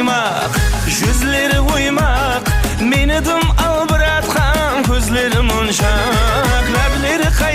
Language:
Kara-Kalpak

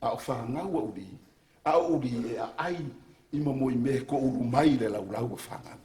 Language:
Samoan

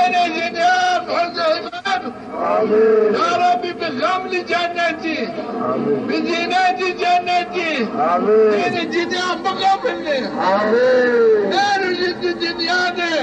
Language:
Zaza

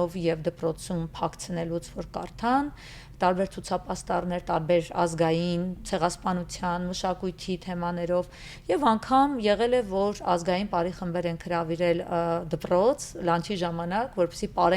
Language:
Western Armenian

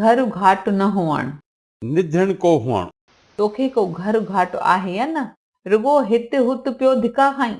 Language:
Sindhi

